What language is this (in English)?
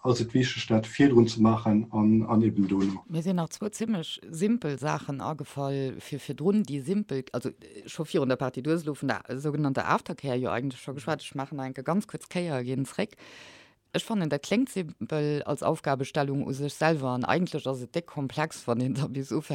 Luxembourgish